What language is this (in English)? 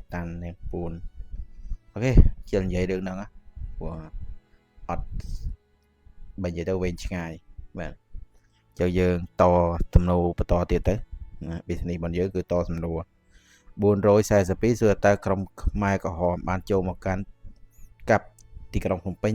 Khmer